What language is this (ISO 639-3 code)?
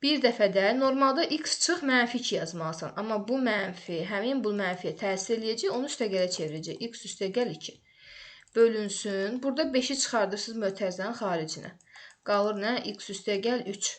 aze